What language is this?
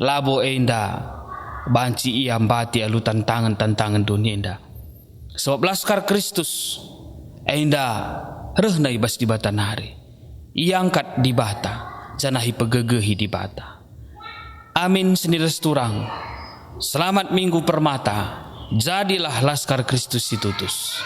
Batak Karo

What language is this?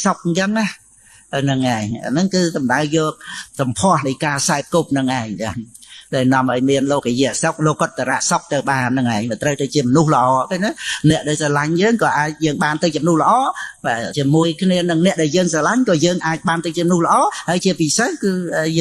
Khmer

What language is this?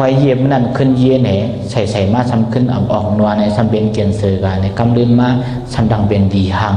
Shan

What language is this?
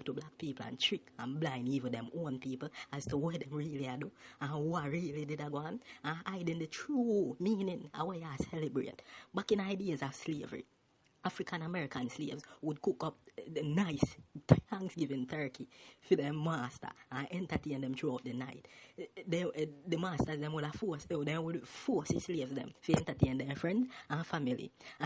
Jamaican Creole English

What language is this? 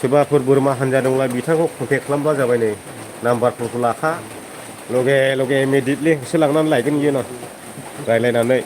Bodo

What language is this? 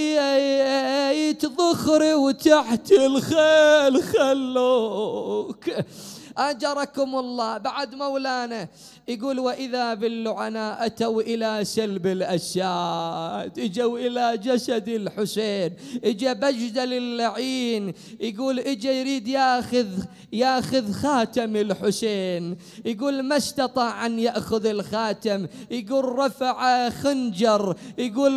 Mesopotamian Arabic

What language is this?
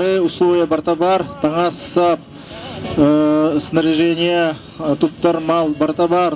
Yakut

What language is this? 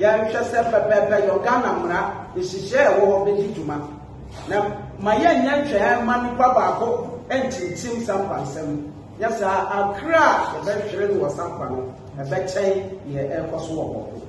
Akan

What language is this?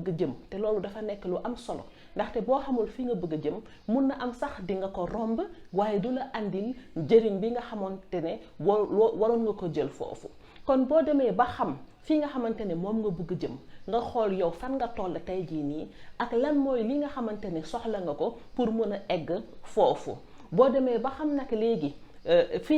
Wolof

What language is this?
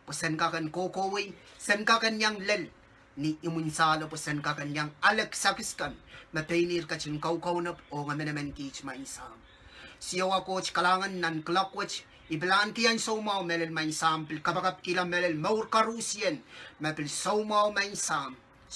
Pohnpeian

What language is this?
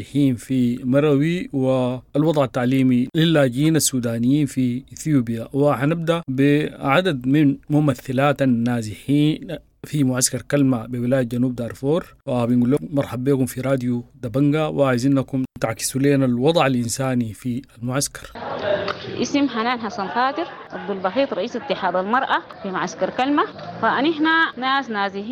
Sudanese Arabic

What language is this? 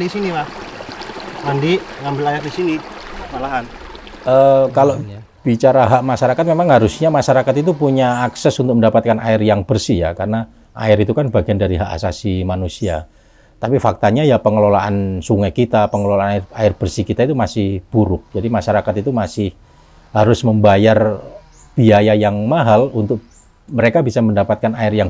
Indonesian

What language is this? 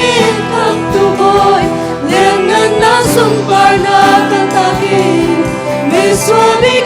Hakha Chin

